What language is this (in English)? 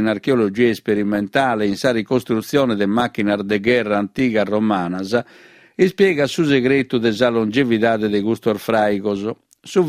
Sardinian